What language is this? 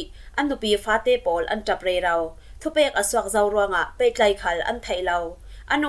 Falam Chin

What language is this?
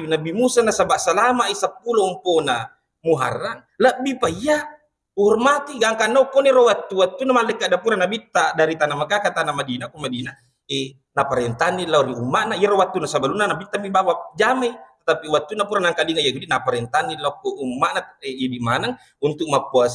Buginese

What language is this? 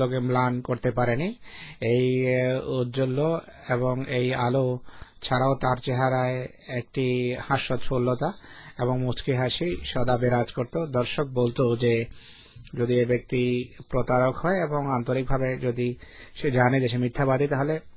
Bangla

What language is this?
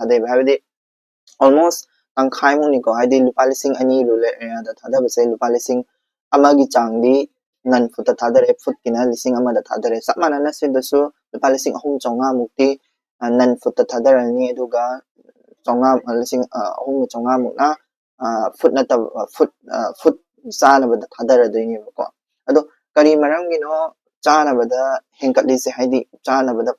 Manipuri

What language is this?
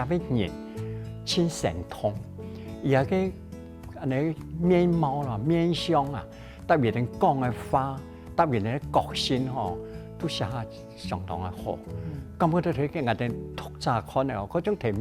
Hakka Chinese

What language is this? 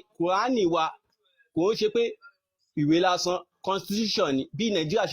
Yoruba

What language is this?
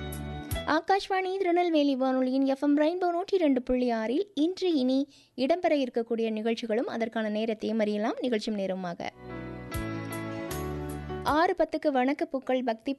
Tamil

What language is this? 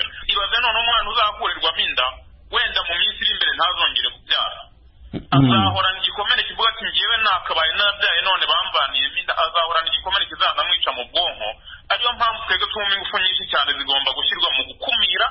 Kinyarwanda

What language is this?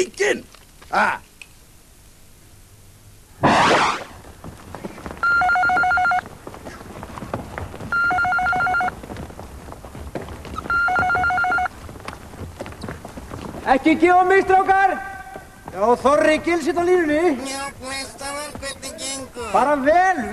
Icelandic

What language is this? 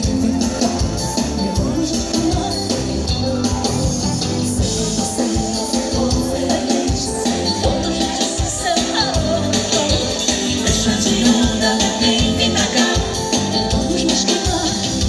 Portuguese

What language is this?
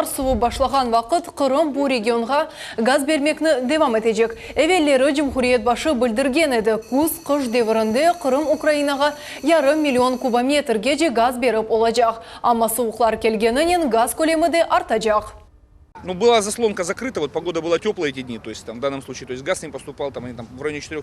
Crimean Tatar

